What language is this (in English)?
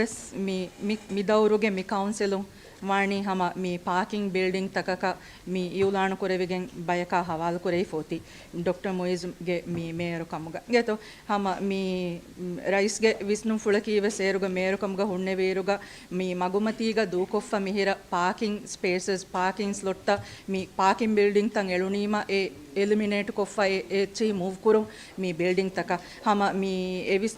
Divehi